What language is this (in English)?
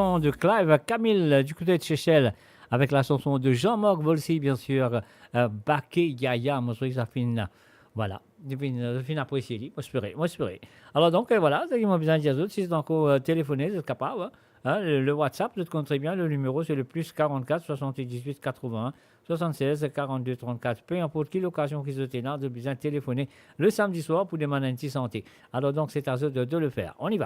Morisyen